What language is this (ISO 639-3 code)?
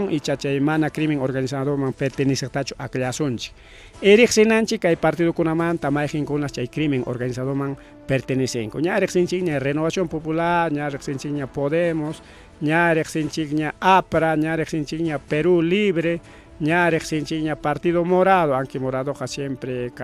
quy